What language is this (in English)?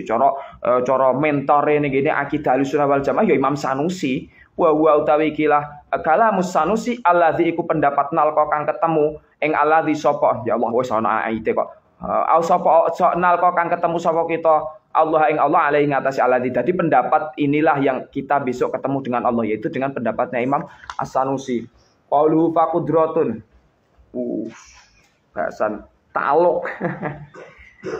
Javanese